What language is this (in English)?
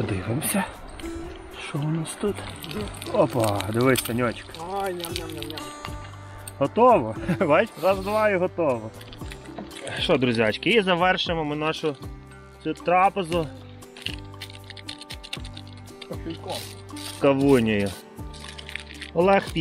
Ukrainian